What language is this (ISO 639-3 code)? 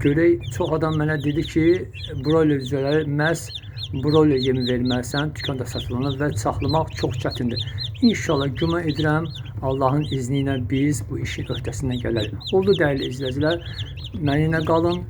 aze